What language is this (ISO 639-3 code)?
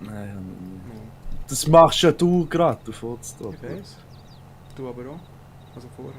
gsw